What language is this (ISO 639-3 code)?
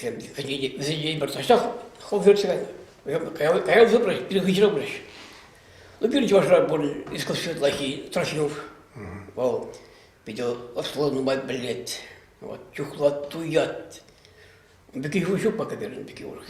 chv